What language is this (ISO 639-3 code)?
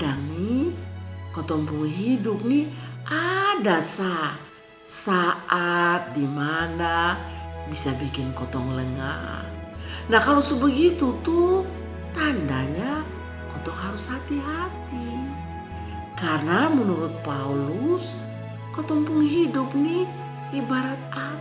mkn